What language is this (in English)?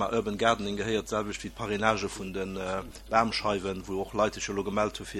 Luxembourgish